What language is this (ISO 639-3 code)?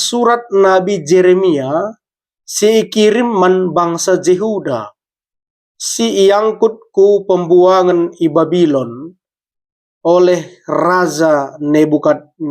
btx